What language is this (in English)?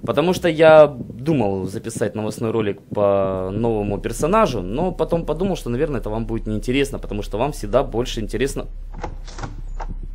Russian